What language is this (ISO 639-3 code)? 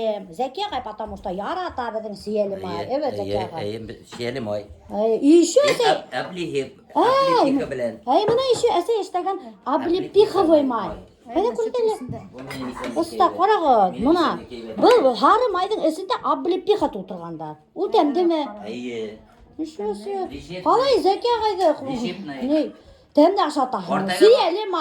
bak